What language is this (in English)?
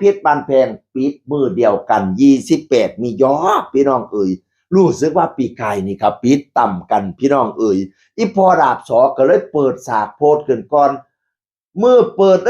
Northeastern Thai